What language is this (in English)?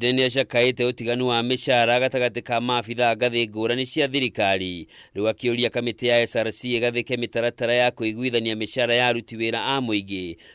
Kikuyu